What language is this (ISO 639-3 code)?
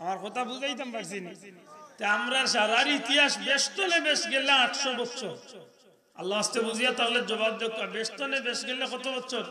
syl